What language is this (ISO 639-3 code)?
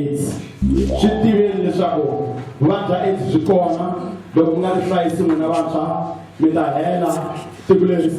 tso